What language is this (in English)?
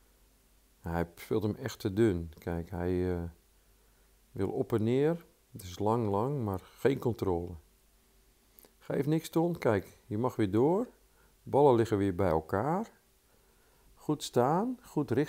Dutch